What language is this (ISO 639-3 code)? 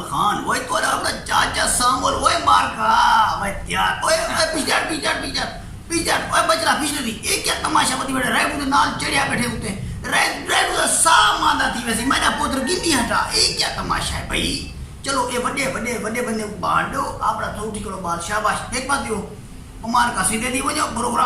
skr